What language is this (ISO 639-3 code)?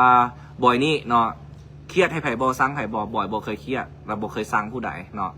lao